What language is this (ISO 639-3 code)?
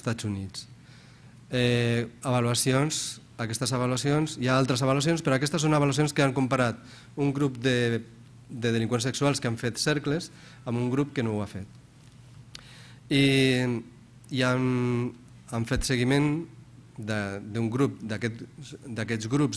cat